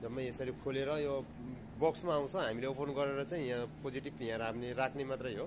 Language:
Nepali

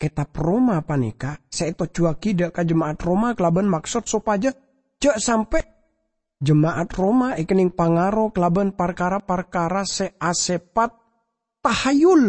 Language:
Madurese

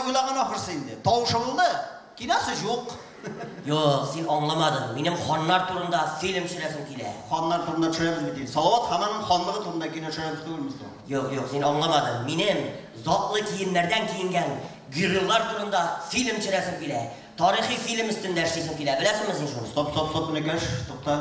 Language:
Tatar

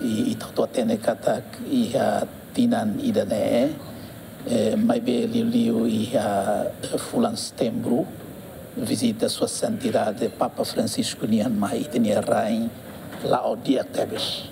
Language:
Tetum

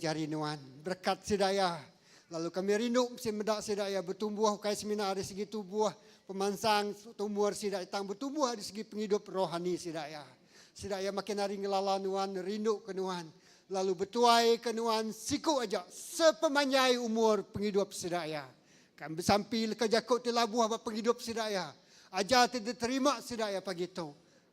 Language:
Iban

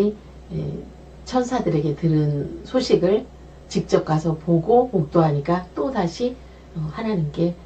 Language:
Korean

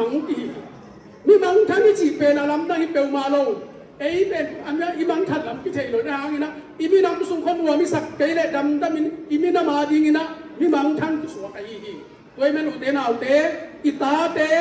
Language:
Tedim Chin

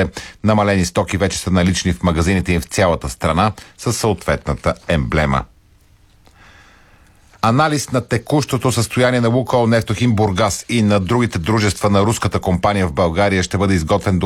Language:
Bulgarian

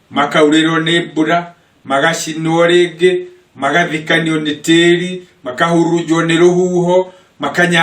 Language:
Kikuyu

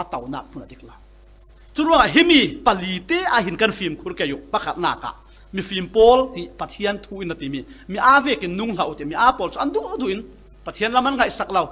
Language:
Falam Chin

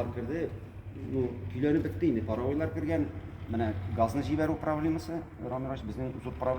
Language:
Tatar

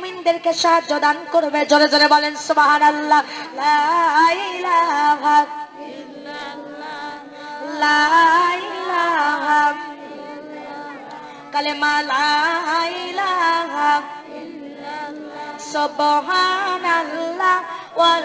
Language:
Bangla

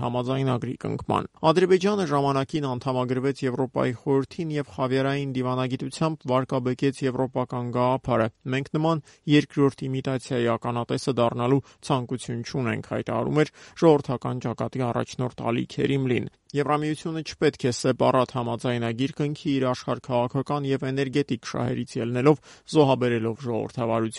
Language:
Armenian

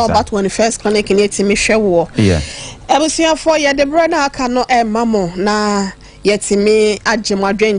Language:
Akan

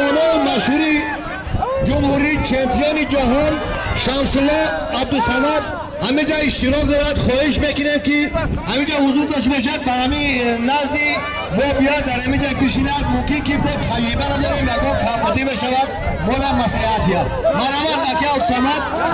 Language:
Tajik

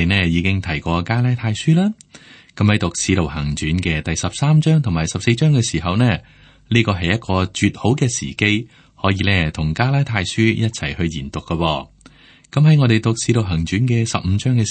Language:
Cantonese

